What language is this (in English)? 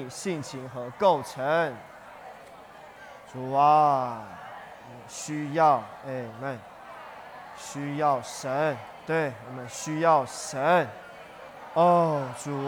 Chinese